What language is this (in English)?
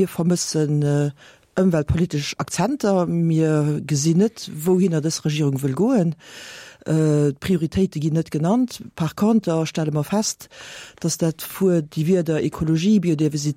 Luxembourgish